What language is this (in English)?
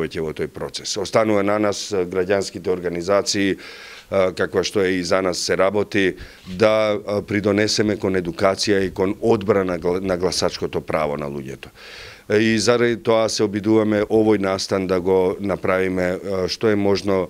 Macedonian